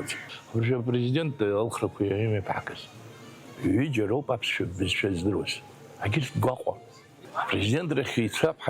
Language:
Abkhazian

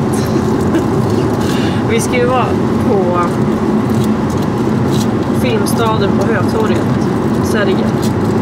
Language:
Swedish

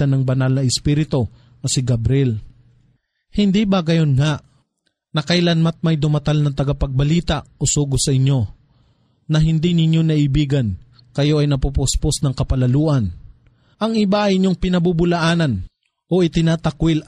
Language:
Filipino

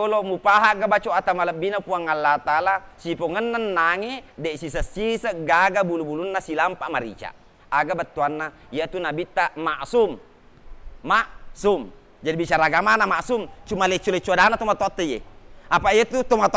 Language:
Buginese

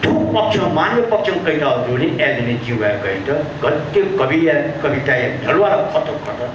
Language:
Newari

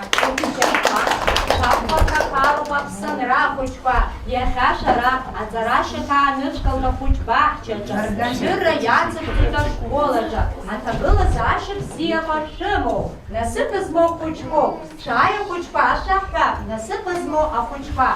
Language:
Abkhazian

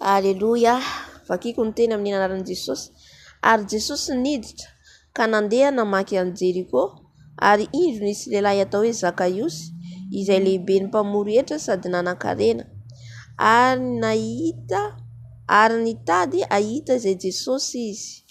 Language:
Malagasy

